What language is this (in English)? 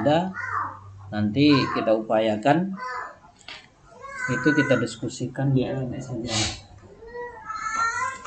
Indonesian